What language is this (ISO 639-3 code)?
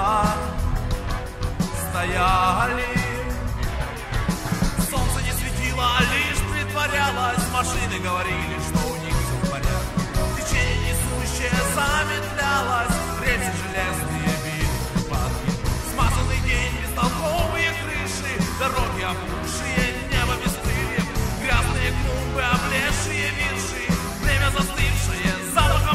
rus